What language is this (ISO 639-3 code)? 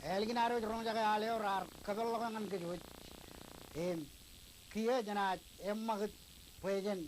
mah